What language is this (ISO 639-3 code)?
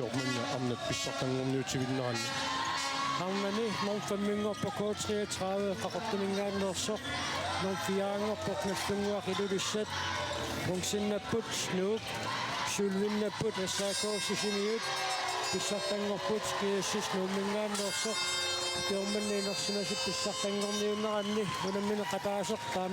kal